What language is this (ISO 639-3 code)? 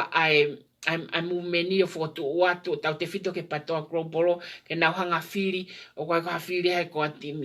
ton